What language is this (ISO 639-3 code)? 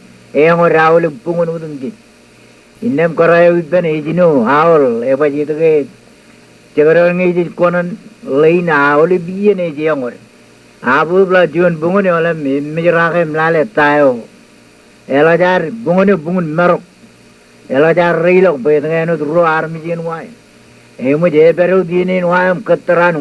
mah